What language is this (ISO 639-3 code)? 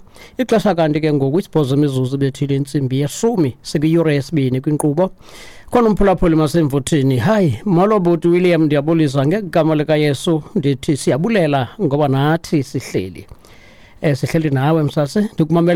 xho